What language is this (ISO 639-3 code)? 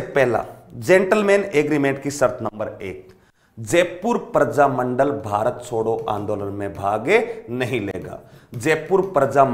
hin